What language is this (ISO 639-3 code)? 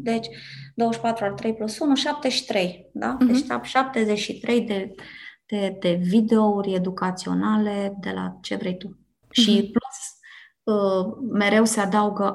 ron